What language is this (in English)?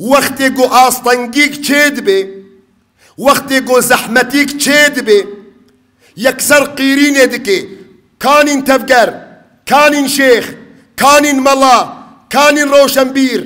Kurdish